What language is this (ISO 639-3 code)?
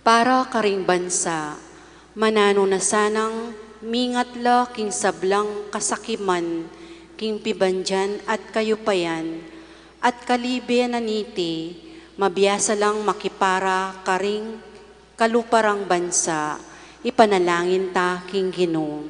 pam